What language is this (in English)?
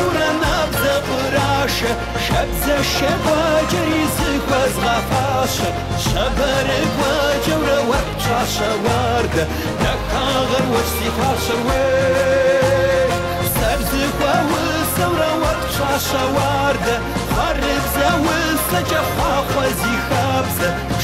Kabardian